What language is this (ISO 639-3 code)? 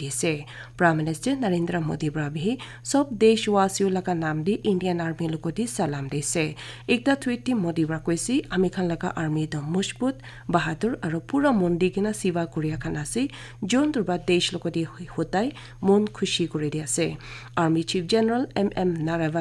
nag